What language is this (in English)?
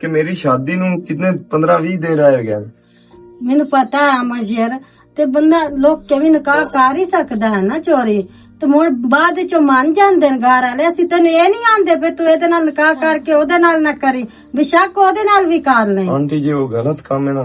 Western Panjabi